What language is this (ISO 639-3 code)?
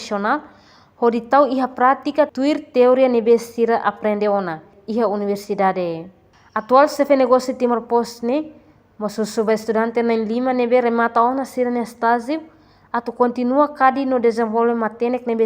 tet